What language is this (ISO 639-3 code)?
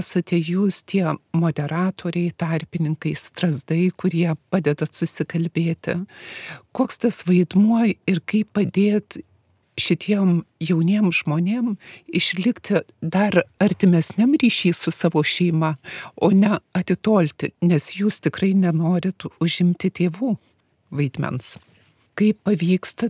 lit